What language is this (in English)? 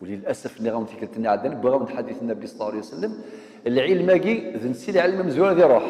Kabyle